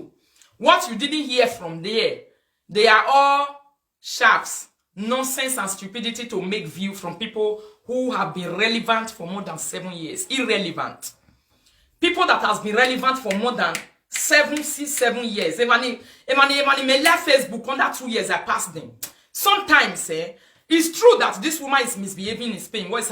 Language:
Nigerian Pidgin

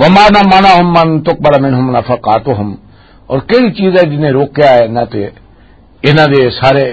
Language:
Western Panjabi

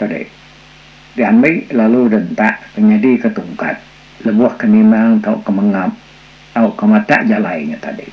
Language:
Iban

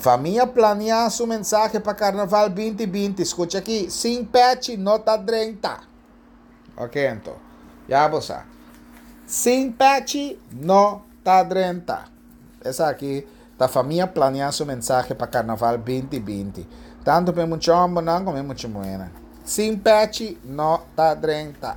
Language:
Papiamento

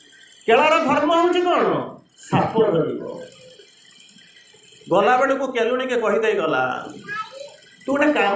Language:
Odia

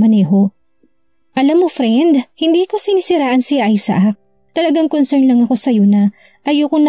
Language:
Filipino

